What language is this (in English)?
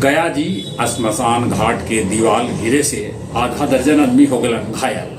Magahi